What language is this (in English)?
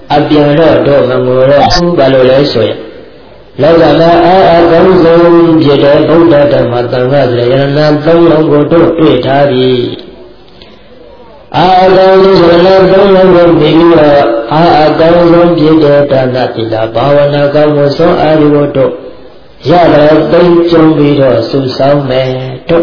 Burmese